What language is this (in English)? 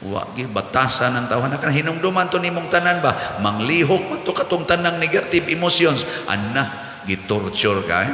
Cebuano